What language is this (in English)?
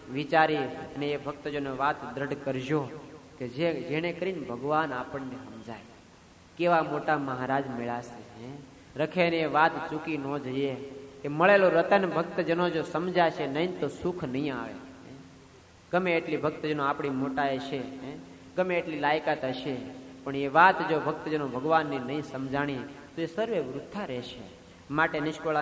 Gujarati